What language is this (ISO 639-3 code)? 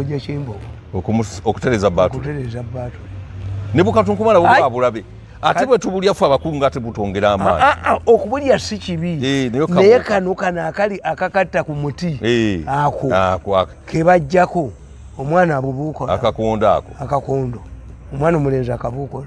lug